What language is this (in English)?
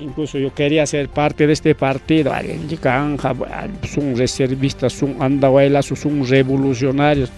Ayacucho Quechua